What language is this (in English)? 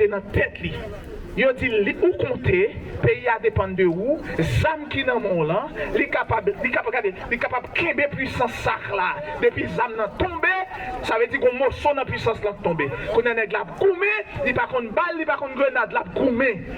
Haitian Creole